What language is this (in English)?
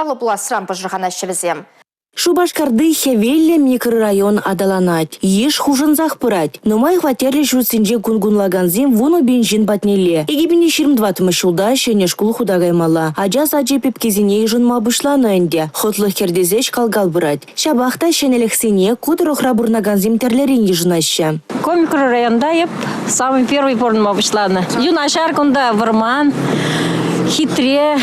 Chuvash